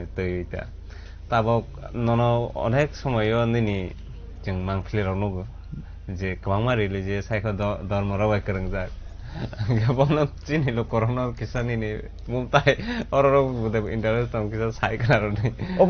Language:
Kok Borok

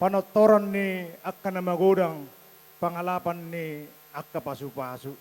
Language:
Batak Toba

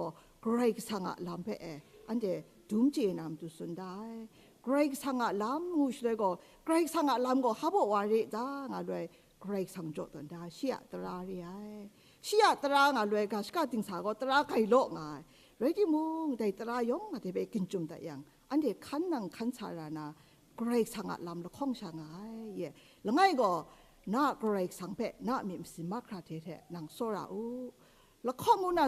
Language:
Kachin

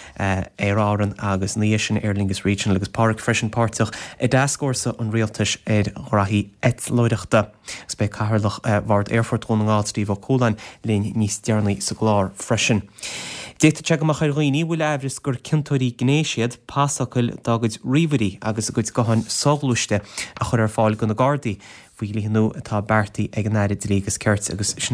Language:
Irish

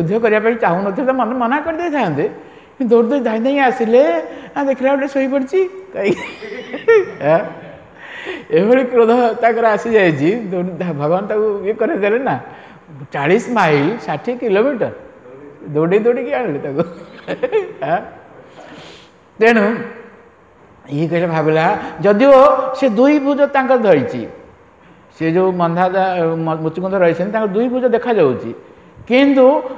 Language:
Odia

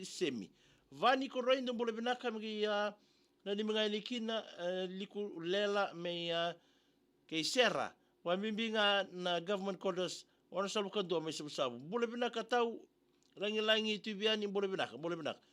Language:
Fijian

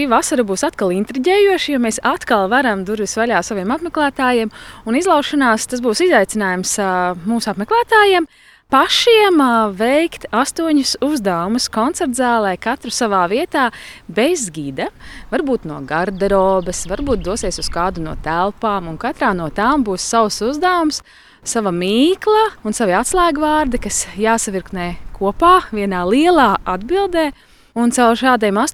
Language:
Latvian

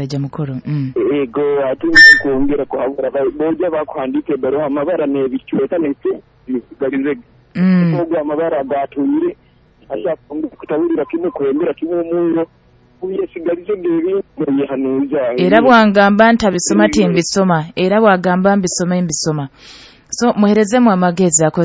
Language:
Nyoro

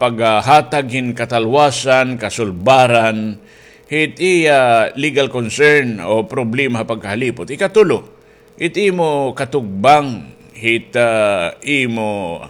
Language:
Waray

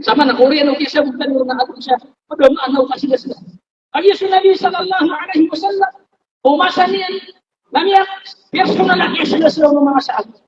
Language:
Maranao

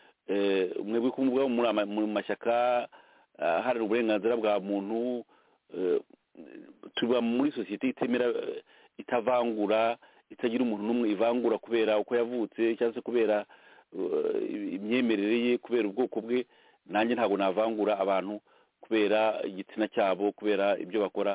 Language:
Kinyarwanda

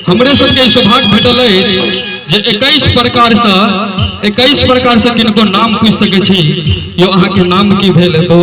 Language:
Maithili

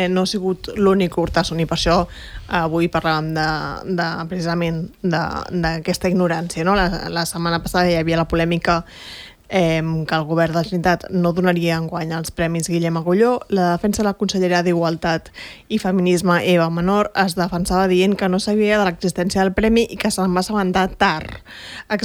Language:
Catalan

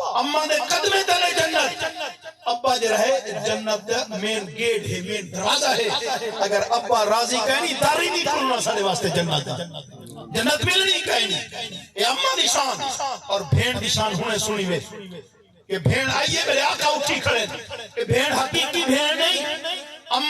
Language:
Saraiki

